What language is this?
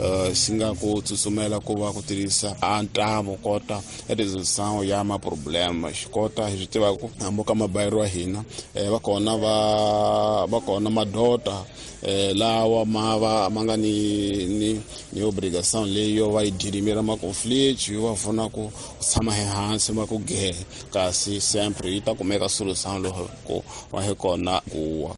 Tsonga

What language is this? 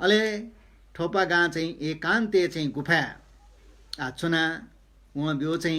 Newari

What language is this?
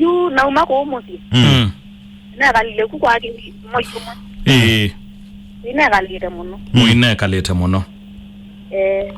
Kamba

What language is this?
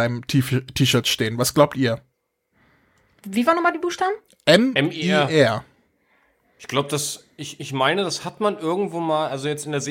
German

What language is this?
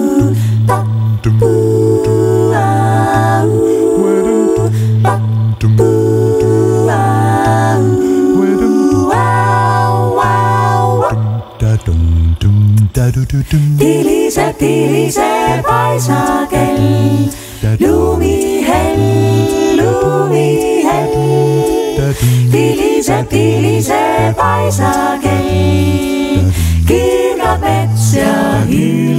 Estonian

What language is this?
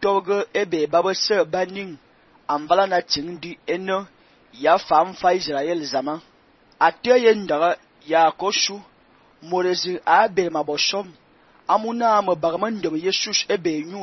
Fang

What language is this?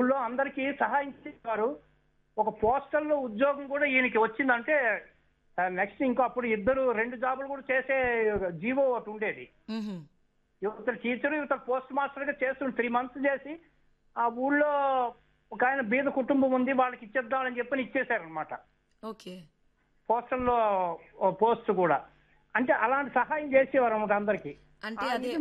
Telugu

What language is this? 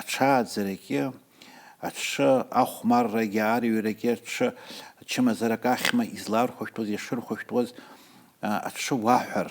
Abkhazian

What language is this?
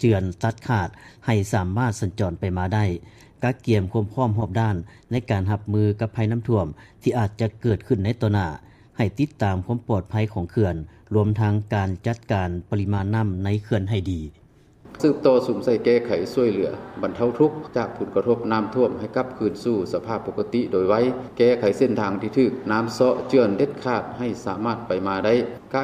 Lao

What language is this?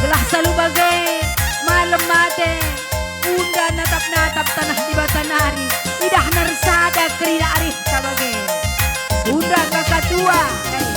Batak Karo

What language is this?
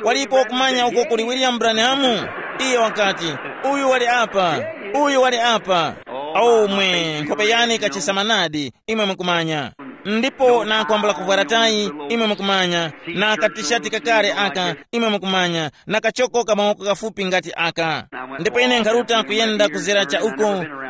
Tumbuka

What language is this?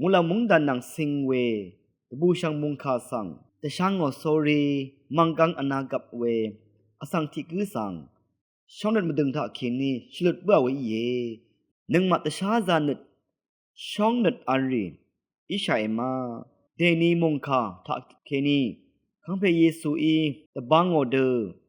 Rawang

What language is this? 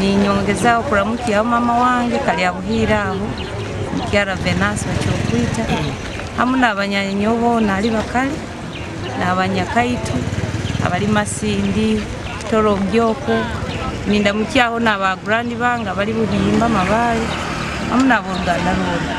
Nyoro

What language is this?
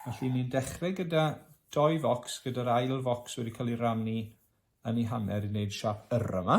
Welsh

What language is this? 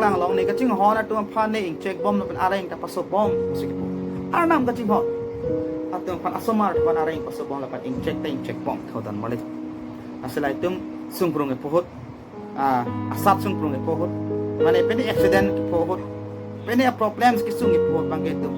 Karbi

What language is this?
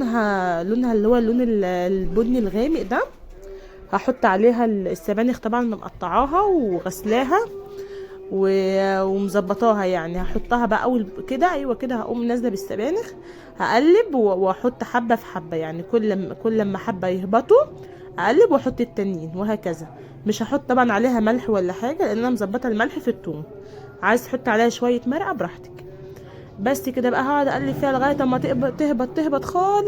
Egyptian Arabic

